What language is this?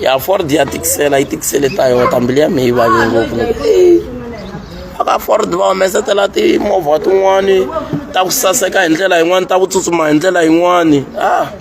Tsonga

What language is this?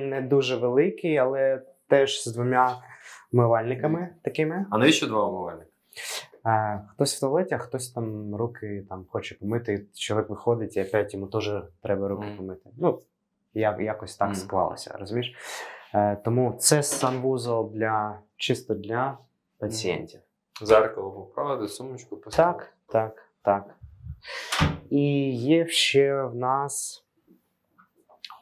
Ukrainian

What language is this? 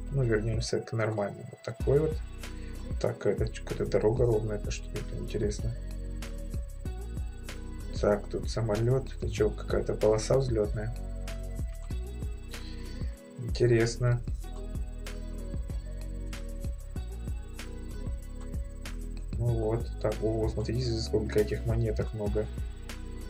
Russian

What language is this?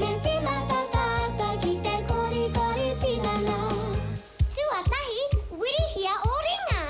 Māori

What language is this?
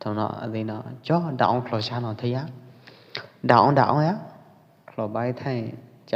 Pwo Eastern Karen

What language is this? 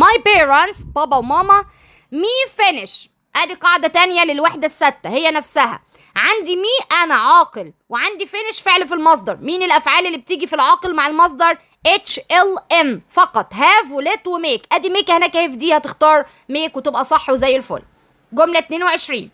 Egyptian Arabic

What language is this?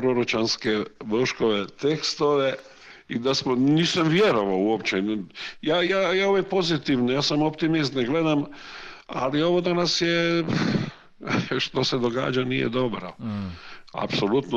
Croatian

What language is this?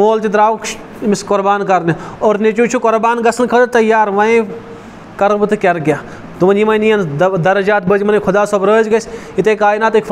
Kashmiri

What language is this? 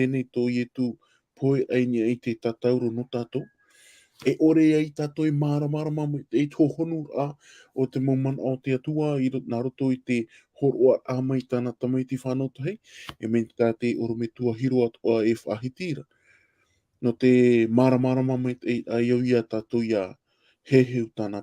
Tahitian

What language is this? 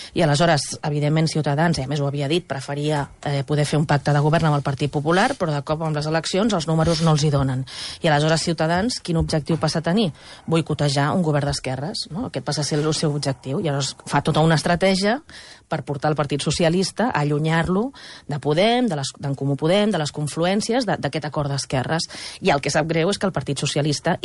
Catalan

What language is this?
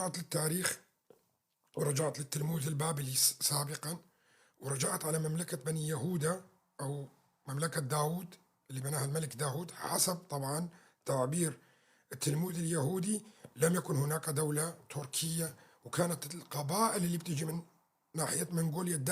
North Levantine Arabic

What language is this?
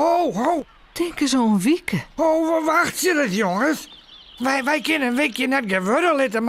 Western Frisian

